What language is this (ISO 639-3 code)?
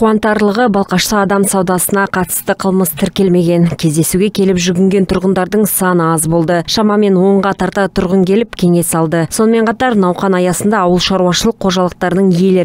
kaz